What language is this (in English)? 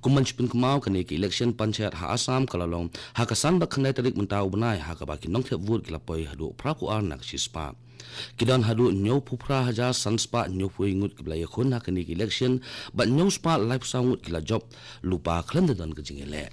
Khasi